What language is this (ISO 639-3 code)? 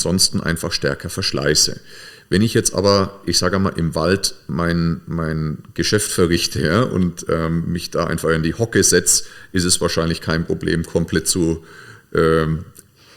deu